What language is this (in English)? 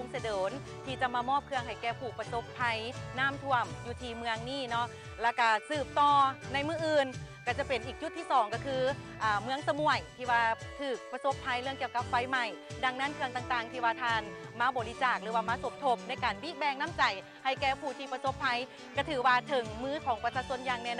Lao